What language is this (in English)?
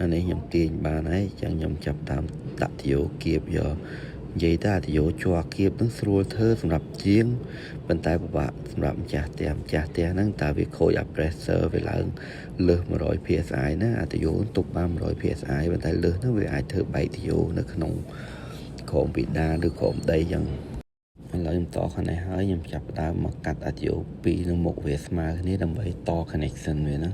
Khmer